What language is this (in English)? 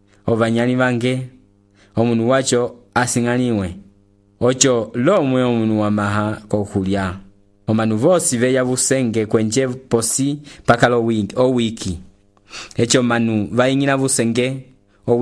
Umbundu